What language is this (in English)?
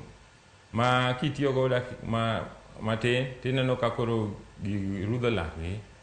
Luo (Kenya and Tanzania)